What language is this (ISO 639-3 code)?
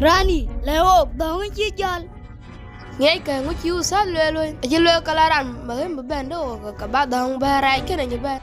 din